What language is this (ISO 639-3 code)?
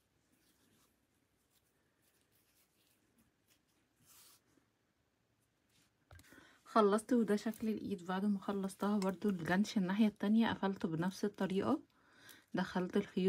arz